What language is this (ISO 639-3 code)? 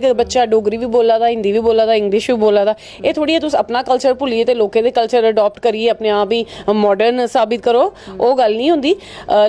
doi